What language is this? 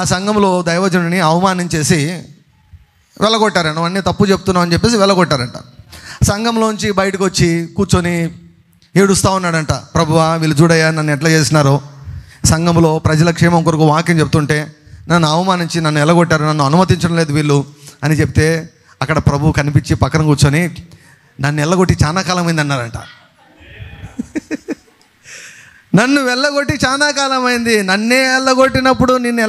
Telugu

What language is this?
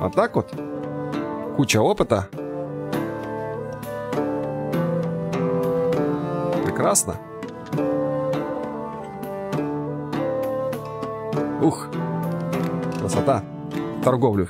Russian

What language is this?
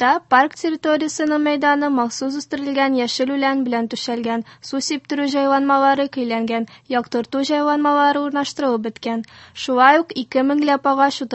Tatar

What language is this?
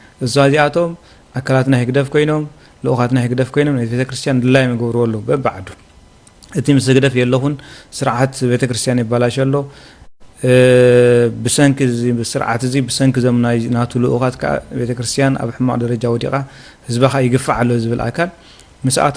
Tigrinya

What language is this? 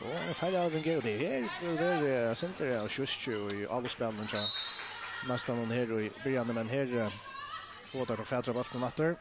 Faroese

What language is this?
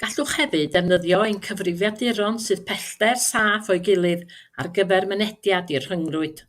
Welsh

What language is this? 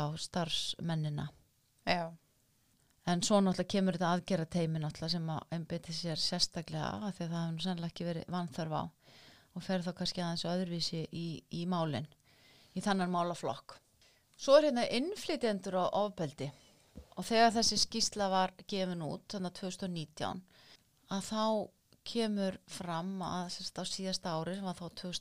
Icelandic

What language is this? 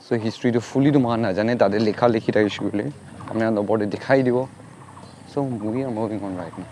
Naga Pidgin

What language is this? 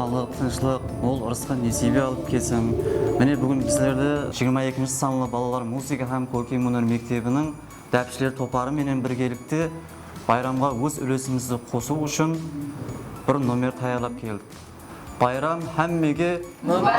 Kara-Kalpak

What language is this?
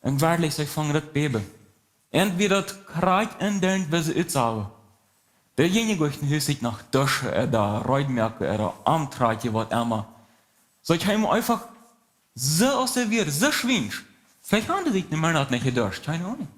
Plautdietsch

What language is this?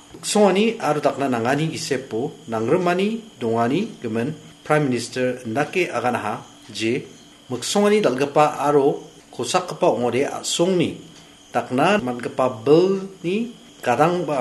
Garo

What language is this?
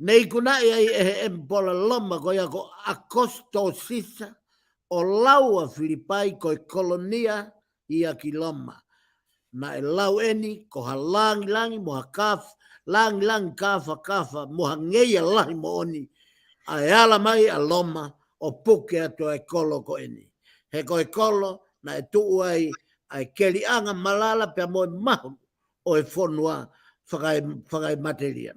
Tongan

